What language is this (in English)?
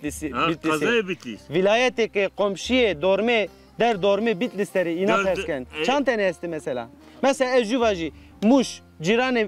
Zaza